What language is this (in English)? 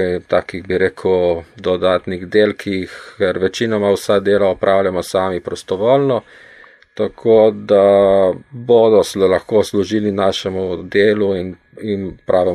Slovenian